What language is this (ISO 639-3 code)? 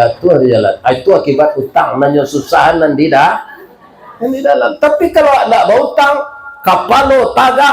min